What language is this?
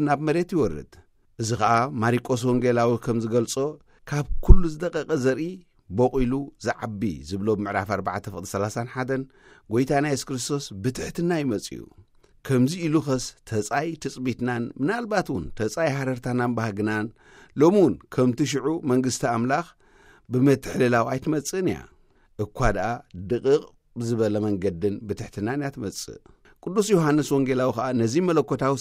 Tigrinya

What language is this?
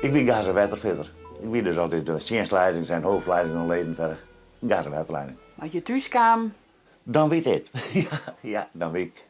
Western Frisian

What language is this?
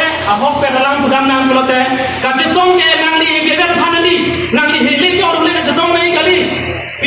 Karbi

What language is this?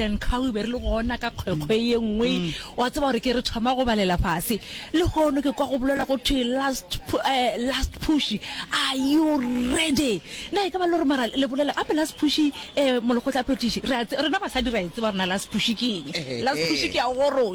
Northern Sotho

